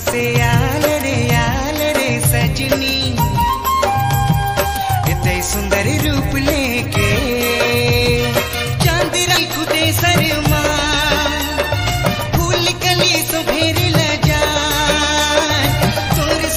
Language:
Sadri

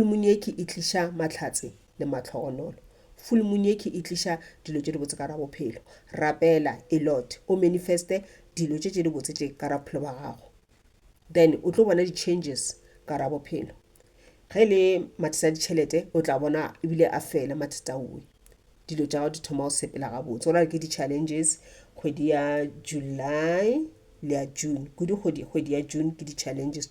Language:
Northern Sotho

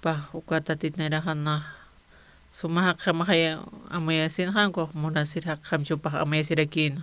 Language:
Aymara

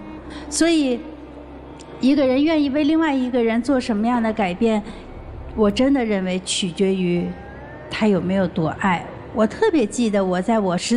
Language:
Chinese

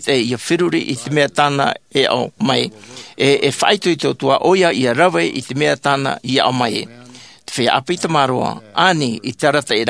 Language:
Tahitian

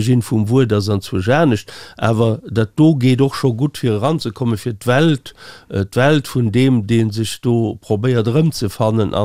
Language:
Luxembourgish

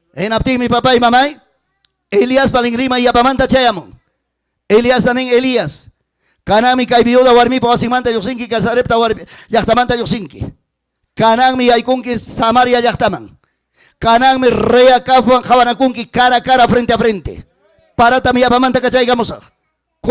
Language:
Ayacucho Quechua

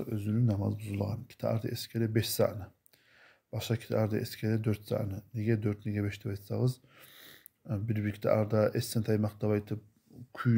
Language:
Kumyk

